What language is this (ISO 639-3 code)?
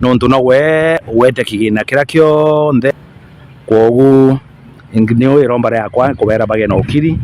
mer